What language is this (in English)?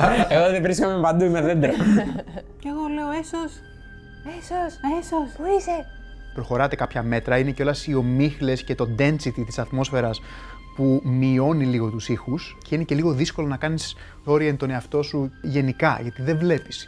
Greek